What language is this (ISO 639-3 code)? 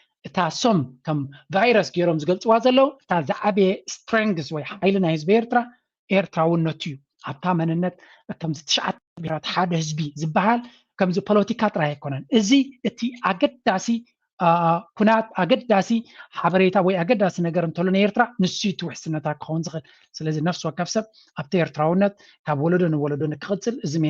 tir